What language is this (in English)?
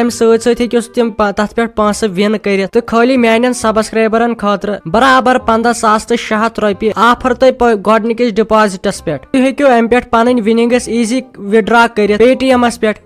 Kashmiri